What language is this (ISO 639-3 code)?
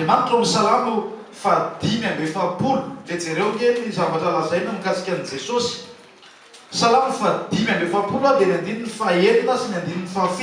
mlg